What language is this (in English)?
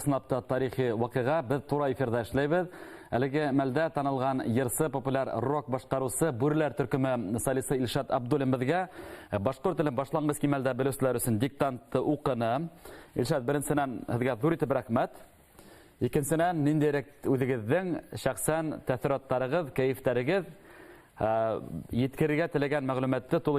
Bashkir